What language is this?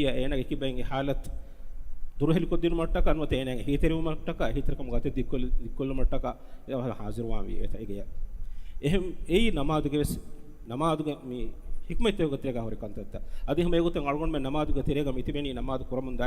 Divehi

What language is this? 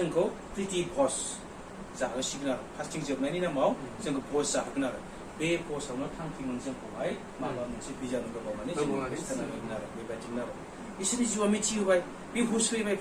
Bodo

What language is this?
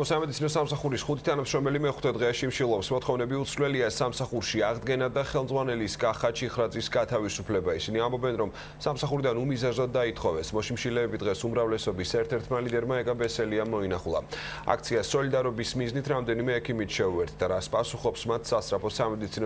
Georgian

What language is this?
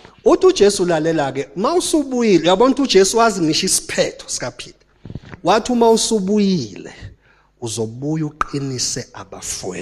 Zulu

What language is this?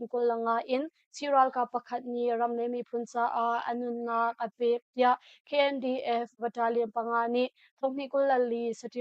Hakha Chin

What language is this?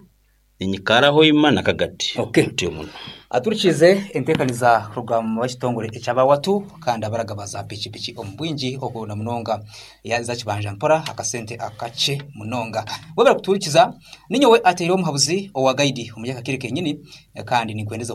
Nyankole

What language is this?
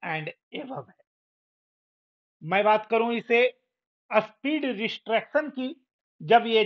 Hindi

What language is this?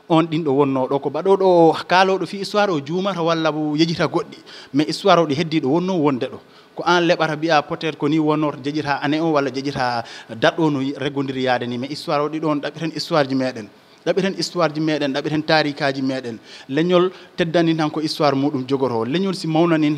Fula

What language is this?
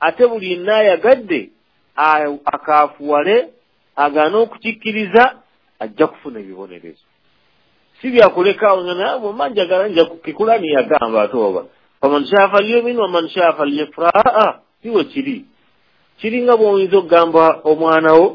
Ganda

